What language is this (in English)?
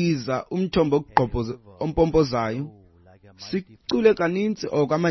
Xhosa